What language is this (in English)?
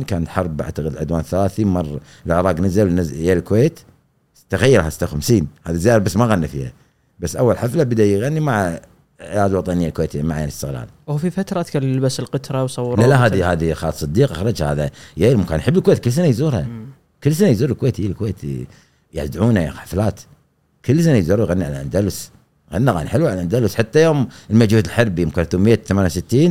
Gulf Arabic